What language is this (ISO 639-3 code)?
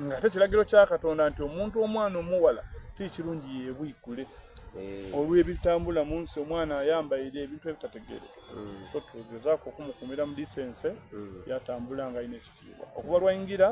xog